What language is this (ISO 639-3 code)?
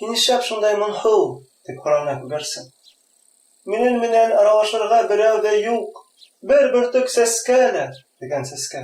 bak